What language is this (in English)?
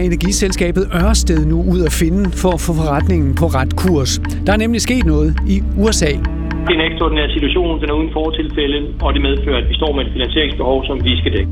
Danish